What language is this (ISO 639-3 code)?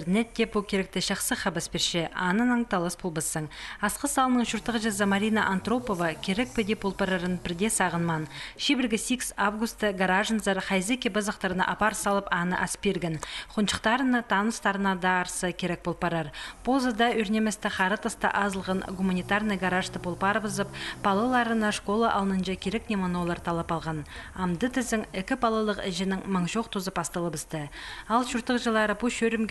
kjh